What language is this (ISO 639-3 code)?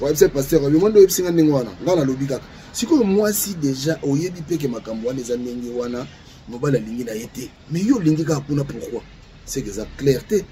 lin